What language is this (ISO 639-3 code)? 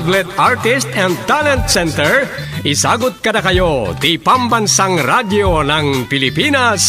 ilo